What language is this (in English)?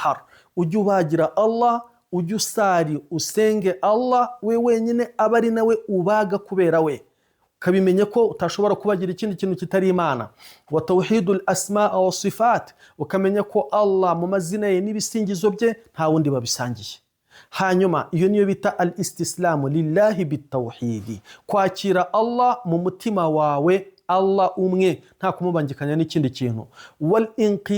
Kinyarwanda